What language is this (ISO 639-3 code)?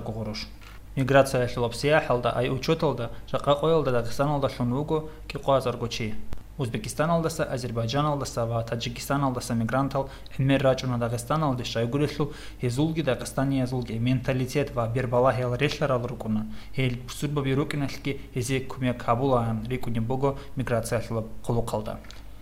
ava